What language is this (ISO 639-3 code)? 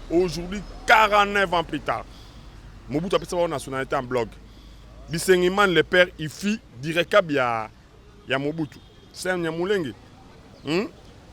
lin